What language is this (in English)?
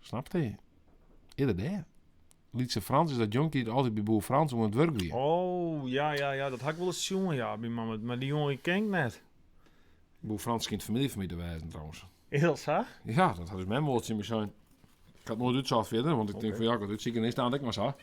Western Frisian